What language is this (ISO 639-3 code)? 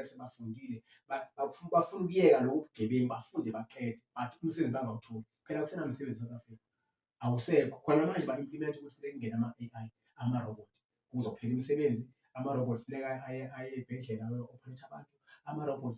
zul